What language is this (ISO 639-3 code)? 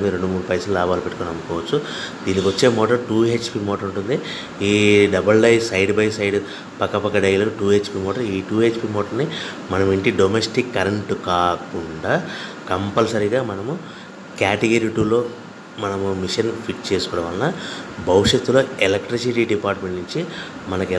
tel